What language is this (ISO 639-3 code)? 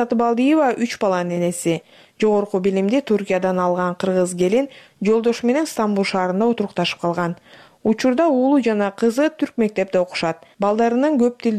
kir